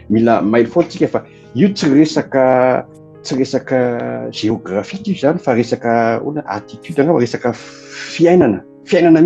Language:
Malagasy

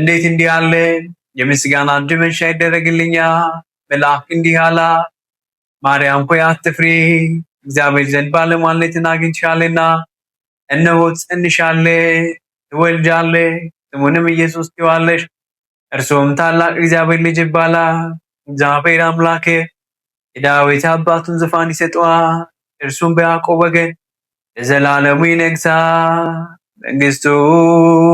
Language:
Amharic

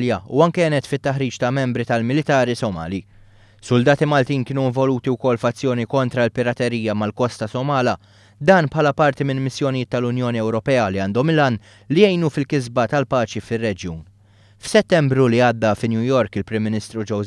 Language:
Maltese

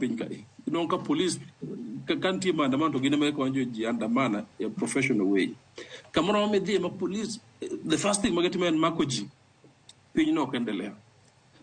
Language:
Luo (Kenya and Tanzania)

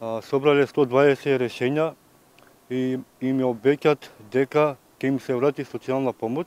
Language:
Macedonian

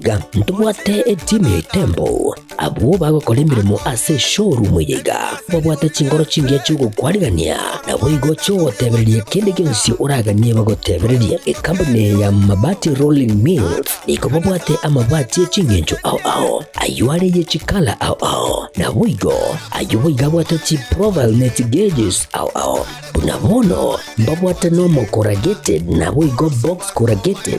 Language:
Gusii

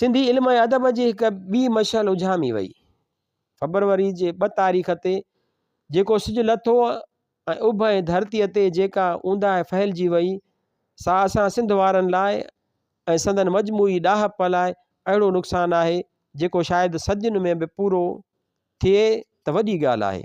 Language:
Sindhi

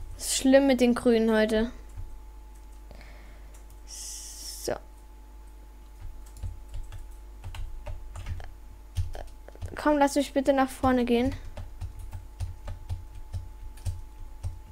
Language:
German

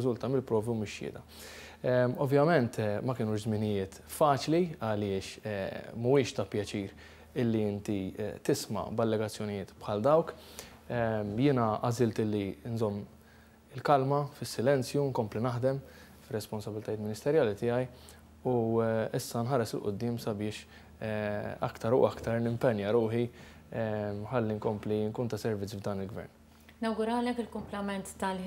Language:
Maltese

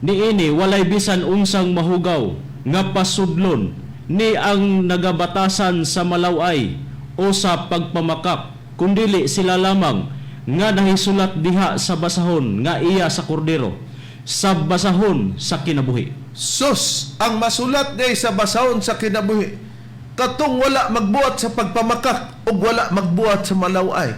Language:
Cebuano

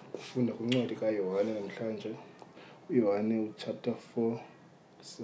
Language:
Xhosa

